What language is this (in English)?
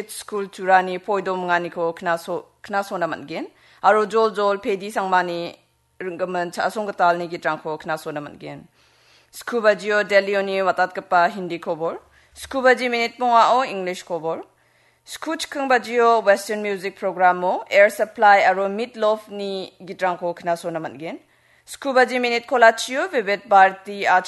Garo